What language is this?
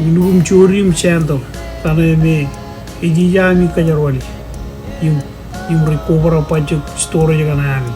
Marshallese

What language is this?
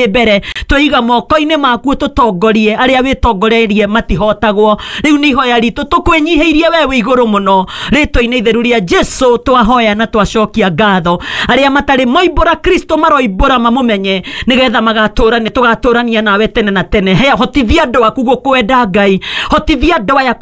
Kikuyu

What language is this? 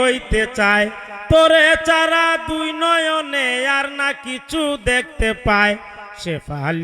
Sylheti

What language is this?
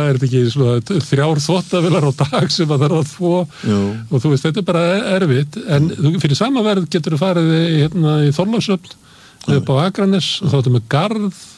Icelandic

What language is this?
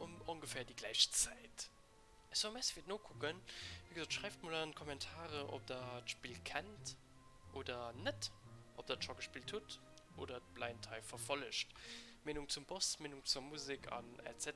Luxembourgish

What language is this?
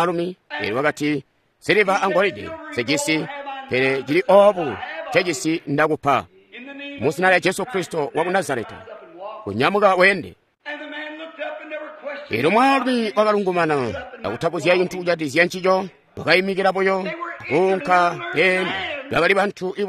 Tonga (Zambia)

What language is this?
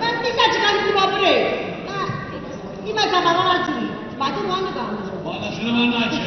Neapolitan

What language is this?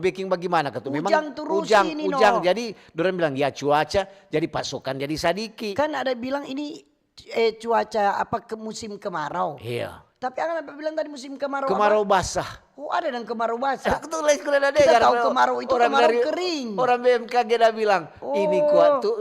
Manado Malay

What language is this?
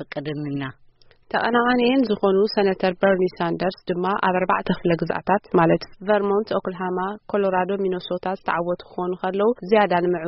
Tigrinya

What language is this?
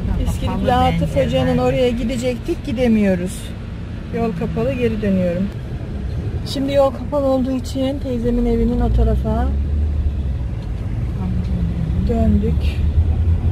Turkish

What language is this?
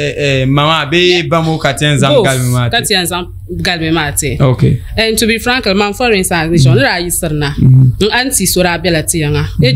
Dagbani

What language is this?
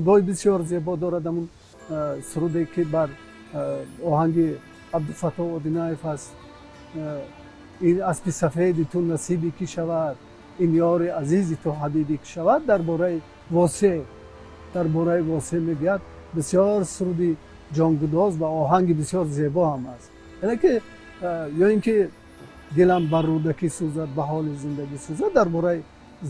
Tajik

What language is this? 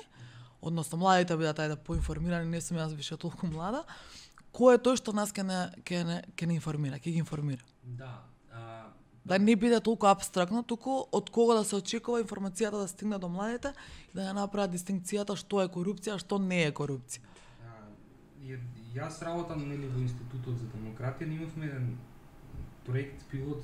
Macedonian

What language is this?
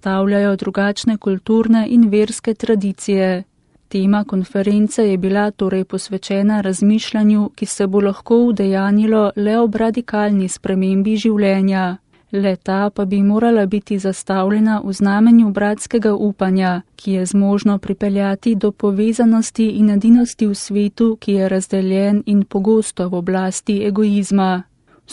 Slovenian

